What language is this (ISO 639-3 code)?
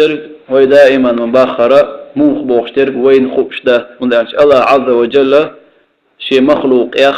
che